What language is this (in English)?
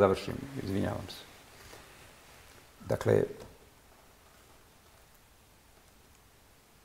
Bosnian